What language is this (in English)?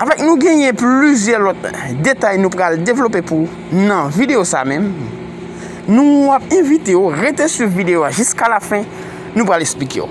Haitian Creole